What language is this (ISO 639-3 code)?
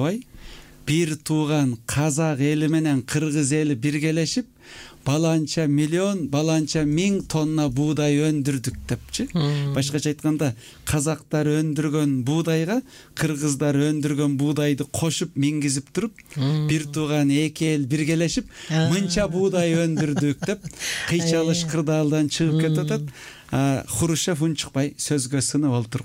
kir